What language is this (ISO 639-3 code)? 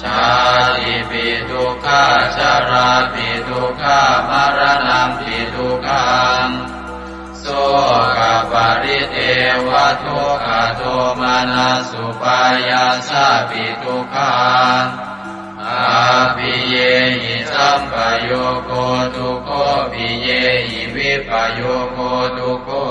pli